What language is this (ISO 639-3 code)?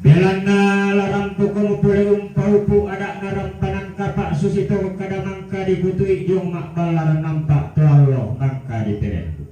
sda